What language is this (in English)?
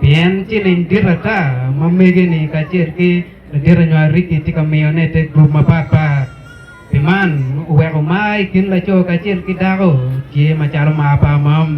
Acoli